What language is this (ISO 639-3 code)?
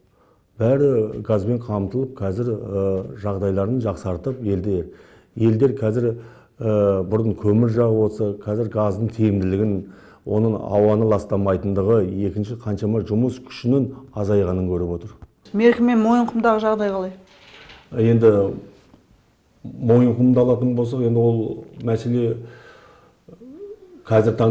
kaz